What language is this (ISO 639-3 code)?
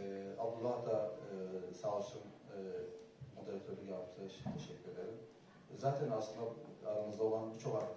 tur